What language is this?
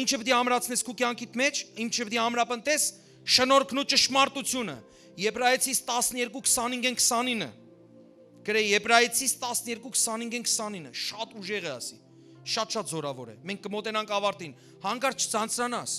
Western Armenian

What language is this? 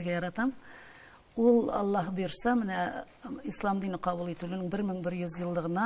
Tatar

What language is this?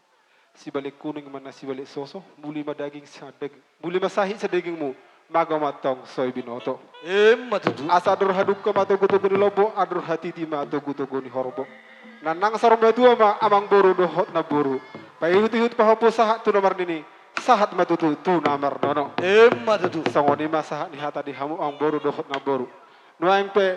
Batak Toba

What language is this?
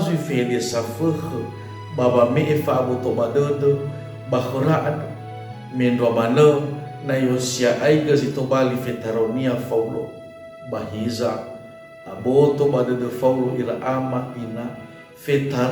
Nias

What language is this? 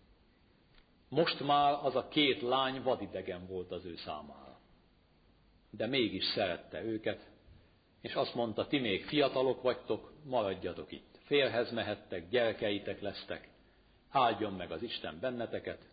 Hungarian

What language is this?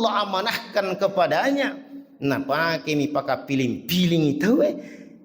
Buginese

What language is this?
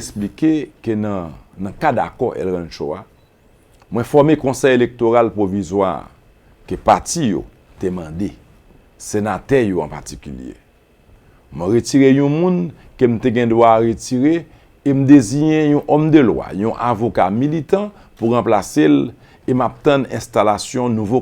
Haitian Creole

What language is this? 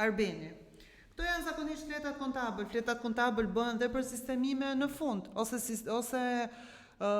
Albanian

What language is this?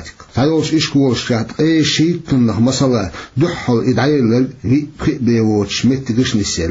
Chechen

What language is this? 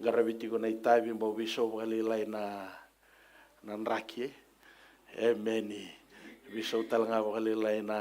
Fijian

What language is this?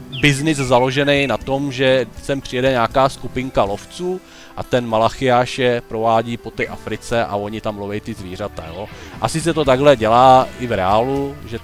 Czech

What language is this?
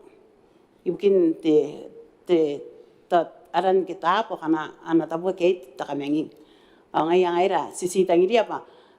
Gilbertese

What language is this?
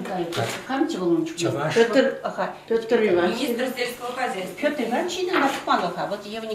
Chuvash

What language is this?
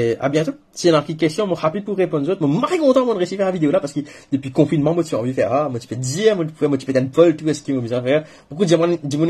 Morisyen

